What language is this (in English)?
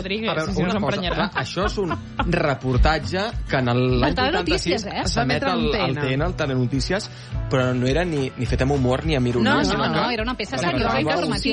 Catalan